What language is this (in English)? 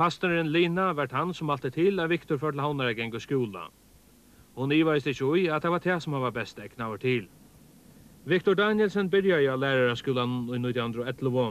Faroese